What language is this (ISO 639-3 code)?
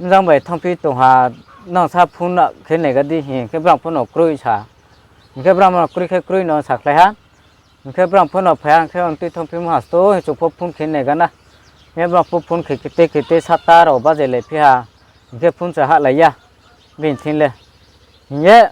ria